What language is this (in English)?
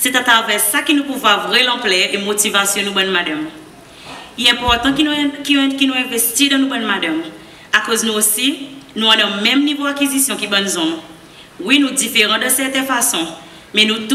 Seselwa Creole French